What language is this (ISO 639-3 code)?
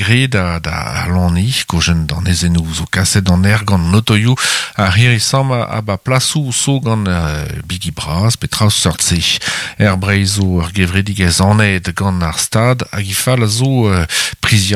bre